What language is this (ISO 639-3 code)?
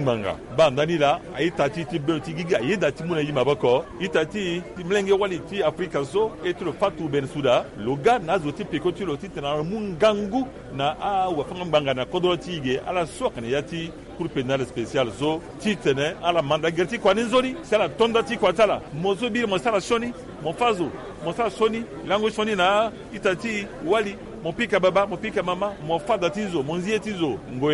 sag